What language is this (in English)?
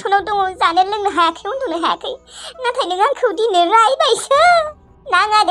Bodo